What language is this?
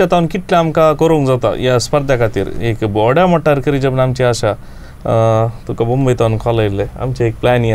Konkani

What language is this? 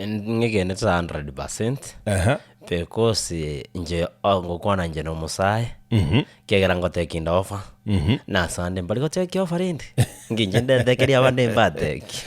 Gusii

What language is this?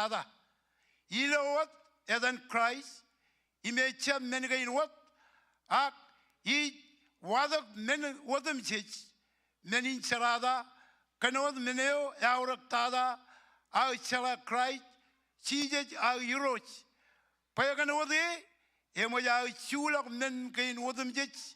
Marshallese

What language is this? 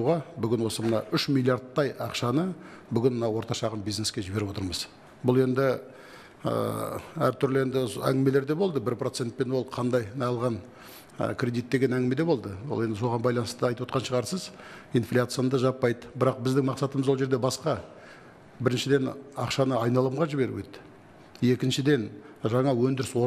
Kazakh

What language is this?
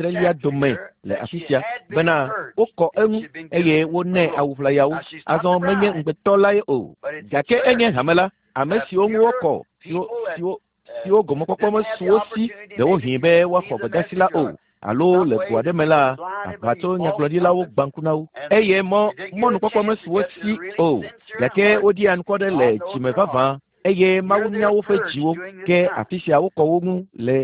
Ewe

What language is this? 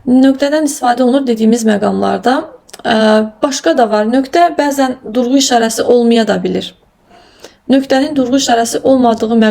Azerbaijani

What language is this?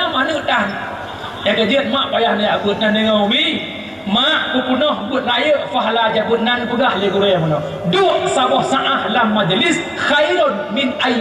Achinese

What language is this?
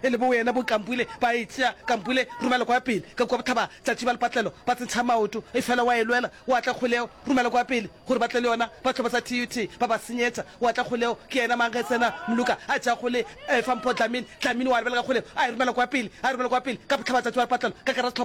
Northern Sotho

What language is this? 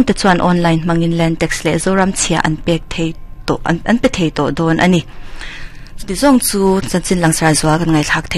Mizo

